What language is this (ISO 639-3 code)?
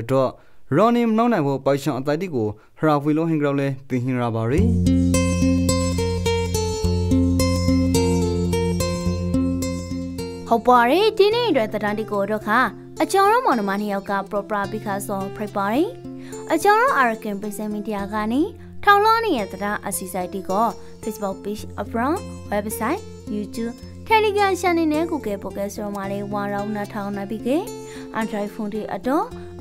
rki